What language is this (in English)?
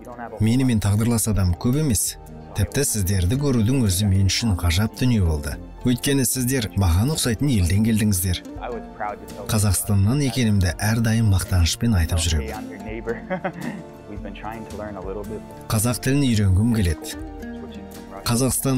Kazakh